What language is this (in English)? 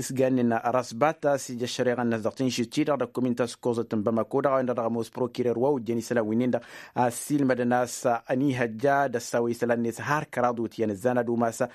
Tamasheq